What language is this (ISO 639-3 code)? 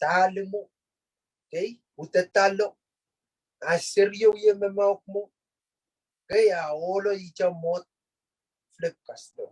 pon